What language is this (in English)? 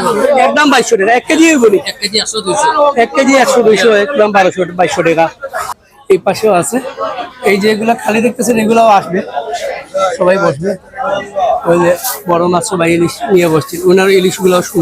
Sylheti